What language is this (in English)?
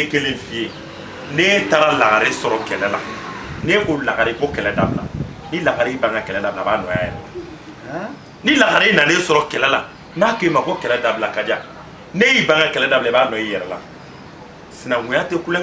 Bambara